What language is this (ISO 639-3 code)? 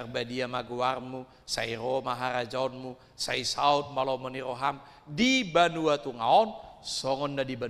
bbc